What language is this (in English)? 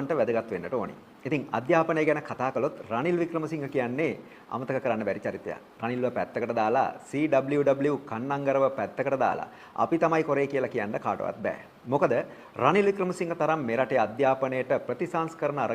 Sinhala